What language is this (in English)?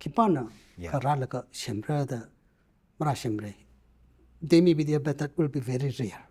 Tangkhul Naga (India)